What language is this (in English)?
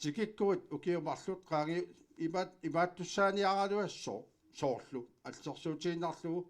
Kalaallisut